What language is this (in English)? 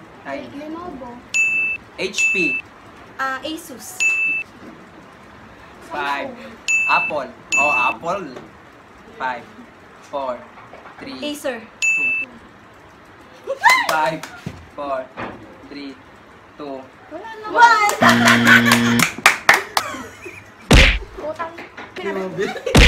Filipino